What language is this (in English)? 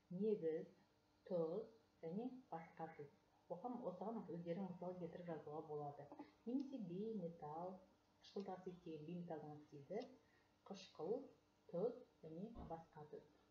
Kazakh